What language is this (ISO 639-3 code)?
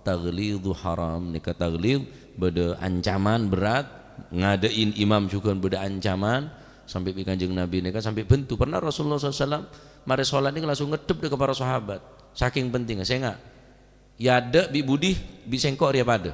mad